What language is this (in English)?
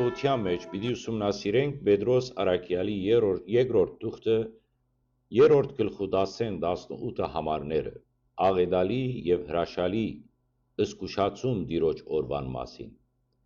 Western Armenian